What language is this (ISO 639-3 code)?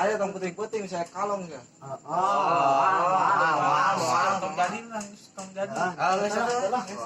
sun